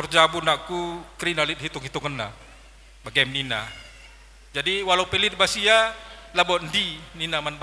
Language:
Batak Karo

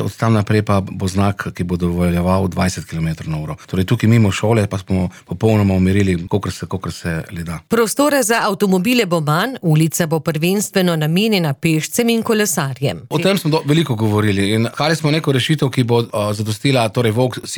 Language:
Slovenian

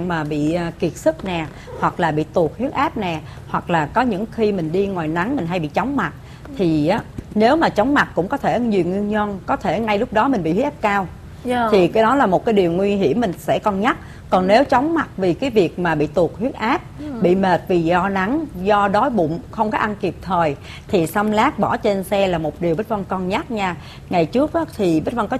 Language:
Vietnamese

